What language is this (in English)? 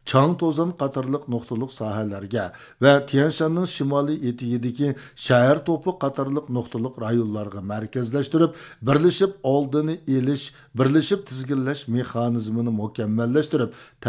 Uyghur